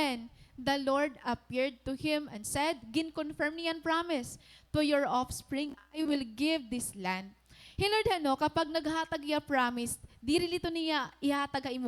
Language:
Waray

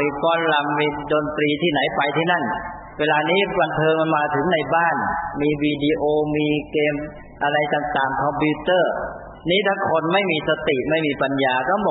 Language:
Thai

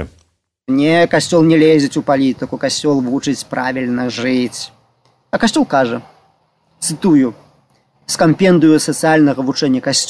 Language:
Belarusian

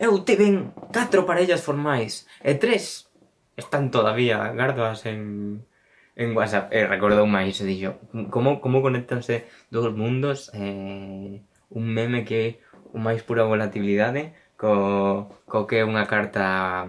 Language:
Galician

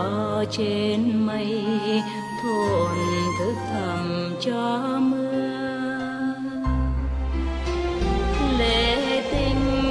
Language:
Vietnamese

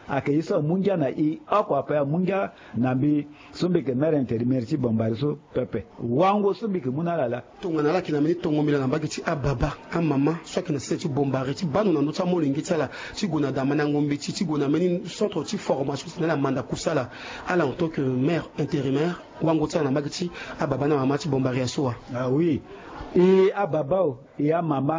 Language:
Sango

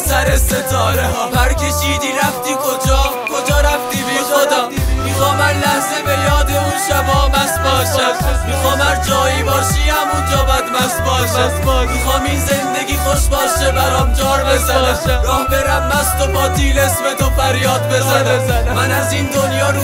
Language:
Persian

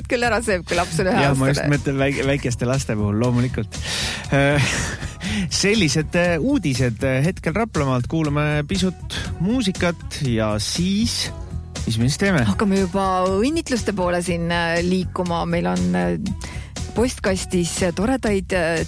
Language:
Estonian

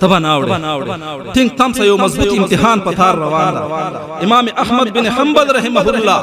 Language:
Pashto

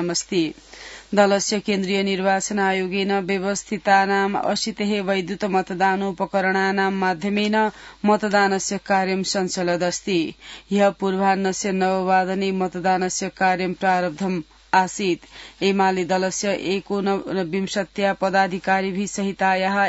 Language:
Sanskrit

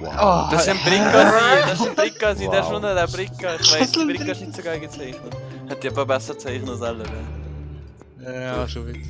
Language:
Swiss German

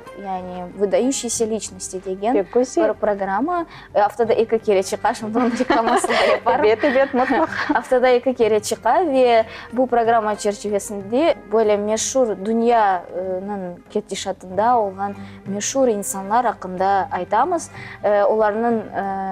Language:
Crimean Tatar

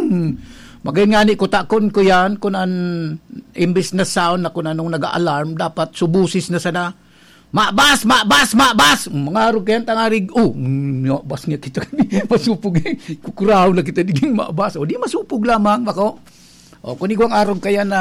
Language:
Bikol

